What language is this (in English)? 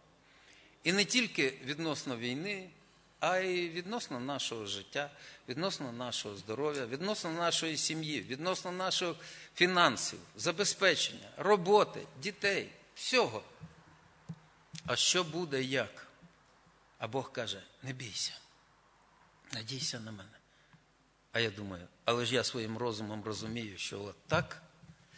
Ukrainian